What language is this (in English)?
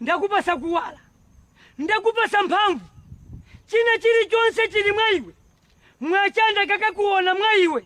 Nyanja